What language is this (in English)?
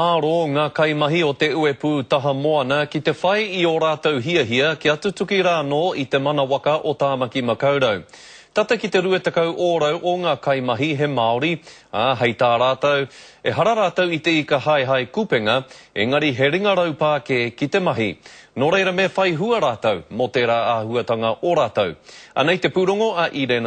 Māori